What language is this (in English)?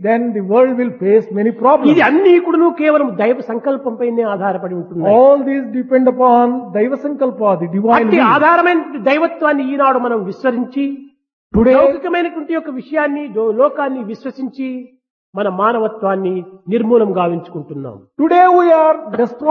Telugu